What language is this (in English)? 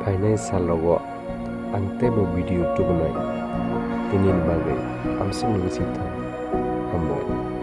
Kok Borok